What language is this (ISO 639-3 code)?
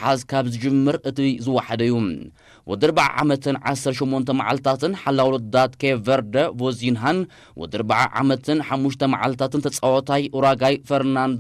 tir